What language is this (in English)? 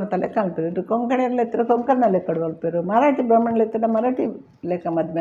Tulu